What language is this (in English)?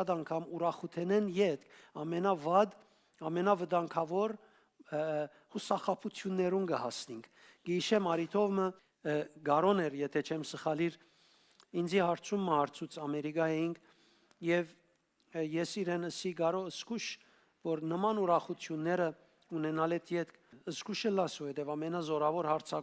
Western Armenian